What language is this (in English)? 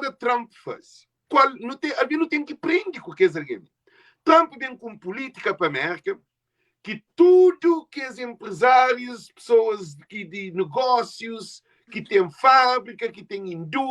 Kabuverdianu